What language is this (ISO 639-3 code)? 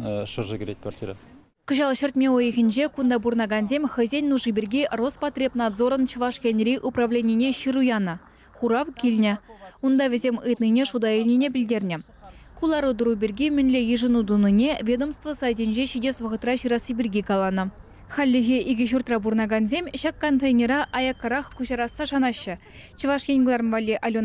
chv